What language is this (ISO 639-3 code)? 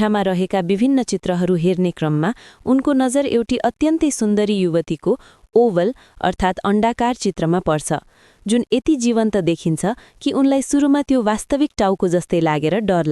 nep